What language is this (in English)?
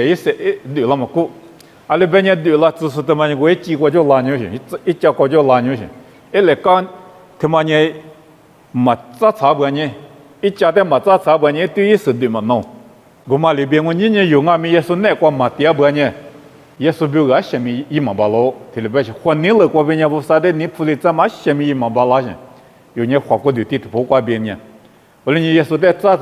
Lisu